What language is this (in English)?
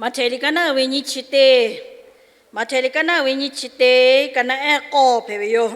Lahu